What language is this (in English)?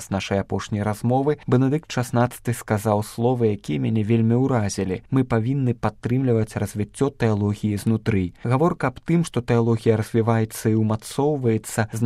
Belarusian